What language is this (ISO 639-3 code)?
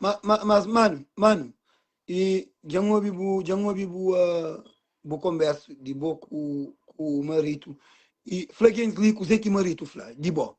kea